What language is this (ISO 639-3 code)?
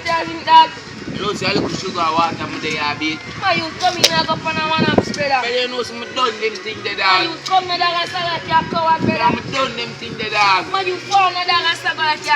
jam